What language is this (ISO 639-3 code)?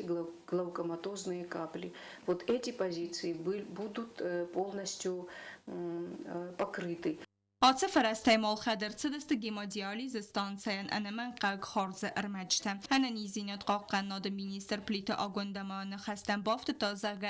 oss